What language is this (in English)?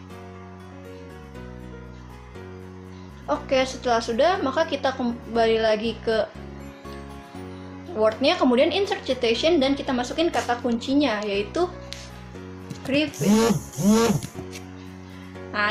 Indonesian